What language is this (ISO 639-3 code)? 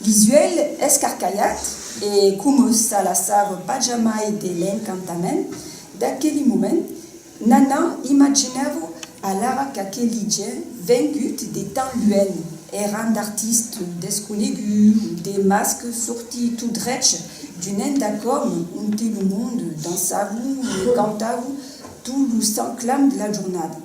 oci